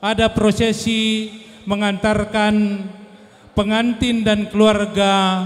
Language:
Batak Karo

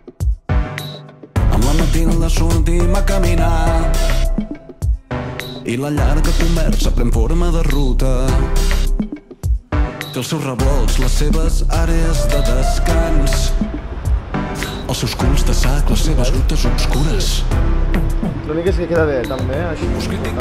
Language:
Catalan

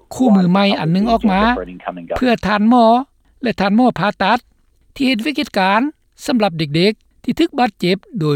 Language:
Lao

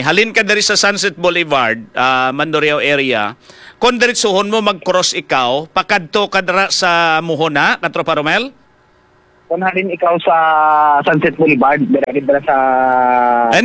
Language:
Hiligaynon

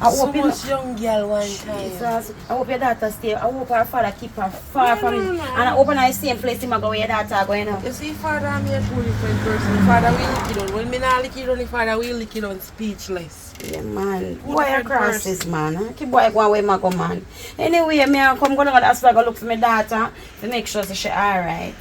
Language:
Jamaican Creole English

